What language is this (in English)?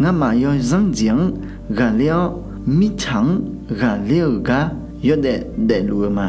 Akha